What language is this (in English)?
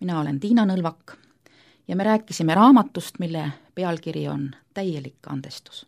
Estonian